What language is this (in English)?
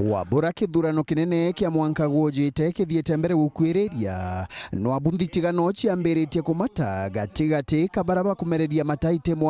Meru